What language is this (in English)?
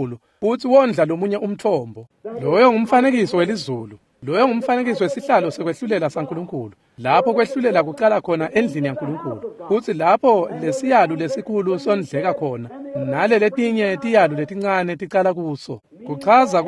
Swati